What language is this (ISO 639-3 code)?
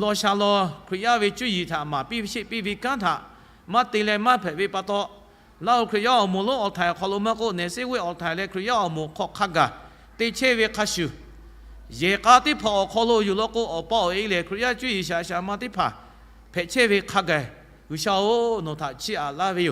lhu